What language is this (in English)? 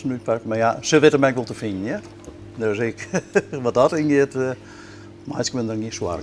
Western Frisian